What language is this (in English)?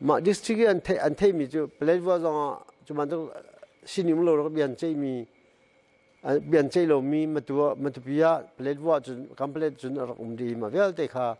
Hakha Chin